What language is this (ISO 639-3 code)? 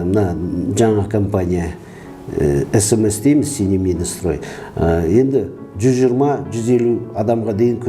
kaz